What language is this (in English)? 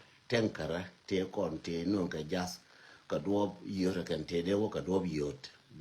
Nuer